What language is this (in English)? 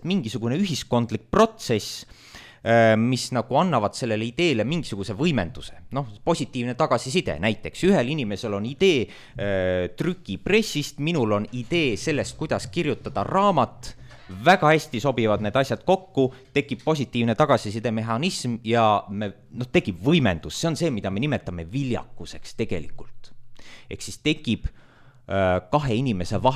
Estonian